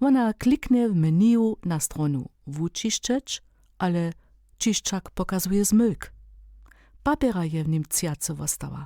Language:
Upper Sorbian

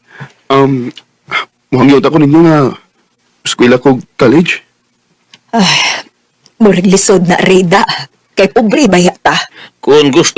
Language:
Cebuano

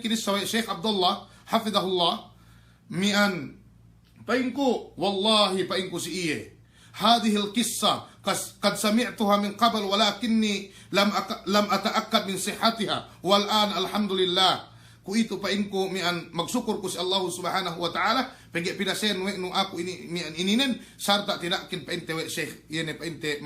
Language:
Yakan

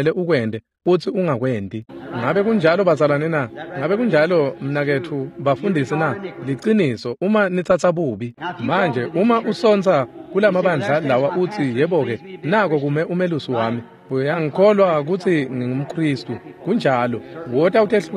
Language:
Swati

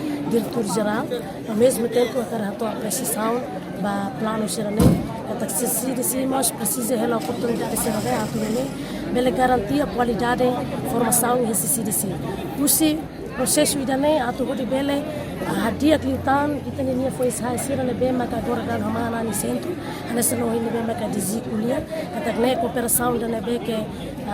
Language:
Tetum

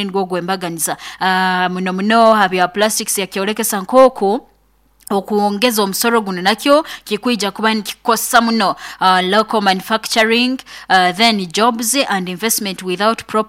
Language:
Nyoro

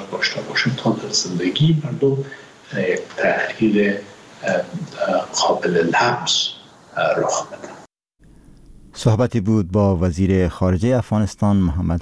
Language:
Persian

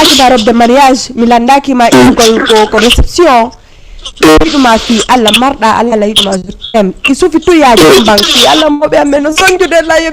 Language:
Fula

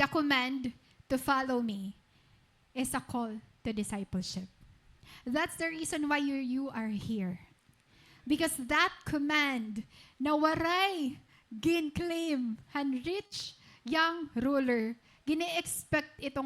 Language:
Waray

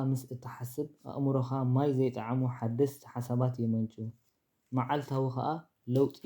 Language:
Tigrinya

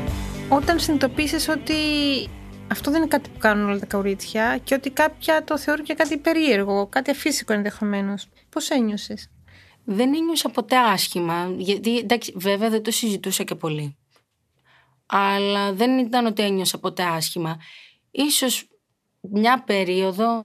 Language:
Greek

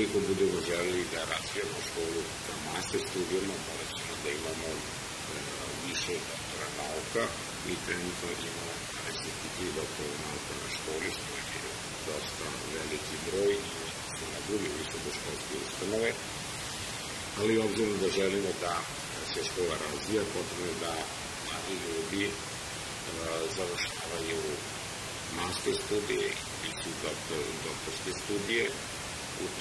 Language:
Serbian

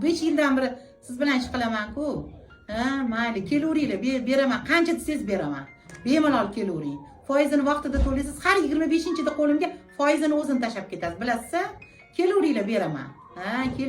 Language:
Uzbek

